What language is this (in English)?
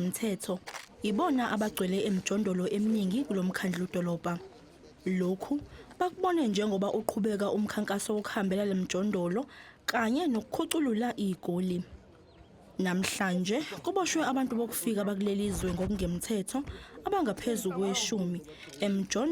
Zulu